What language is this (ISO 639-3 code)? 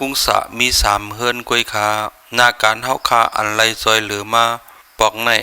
shn